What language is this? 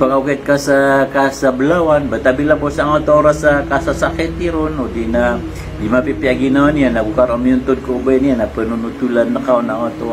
Maranao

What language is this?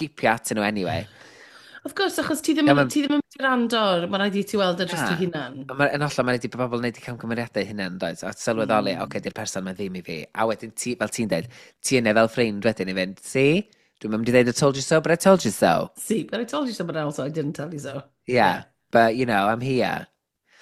Welsh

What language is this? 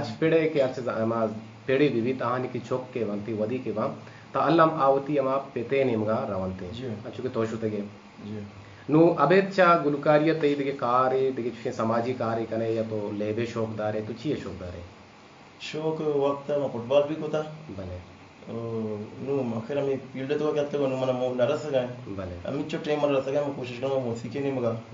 Baluchi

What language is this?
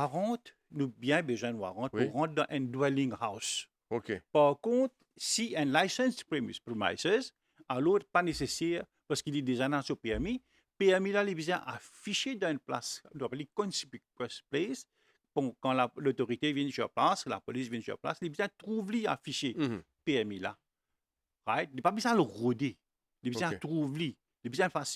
Morisyen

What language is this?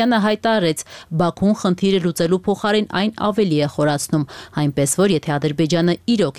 Armenian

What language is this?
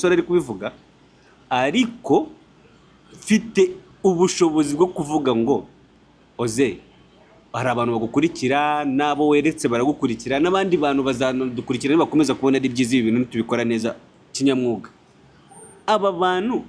Kinyarwanda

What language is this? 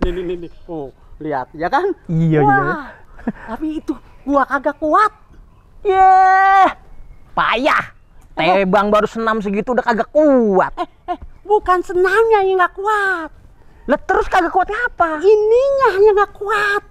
Betawi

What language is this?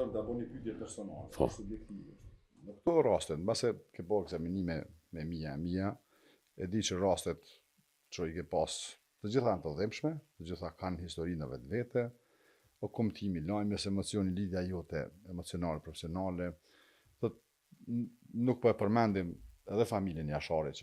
Albanian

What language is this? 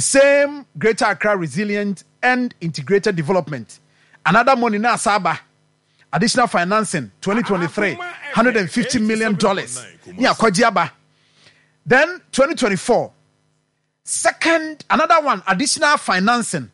Akan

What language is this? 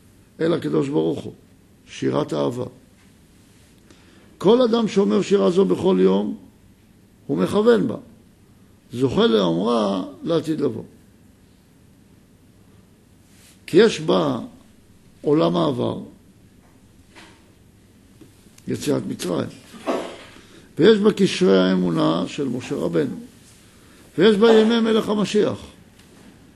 Hebrew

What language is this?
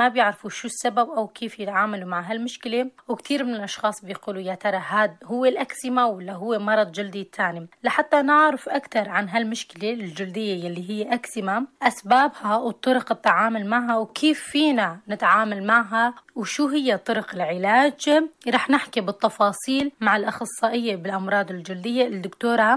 North Levantine Arabic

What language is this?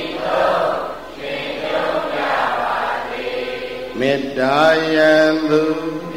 Burmese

